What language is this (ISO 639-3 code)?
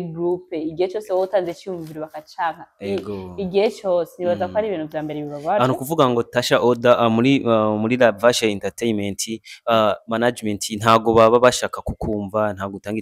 run